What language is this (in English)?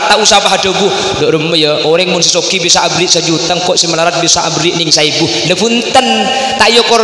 Madurese